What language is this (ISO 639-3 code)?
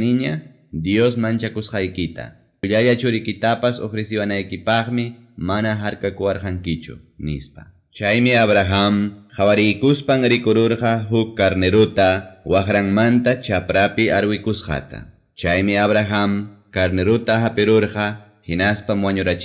quy